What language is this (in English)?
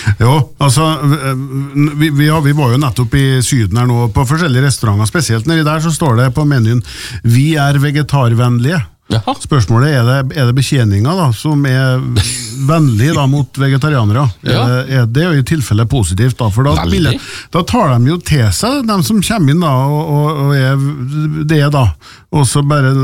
Norwegian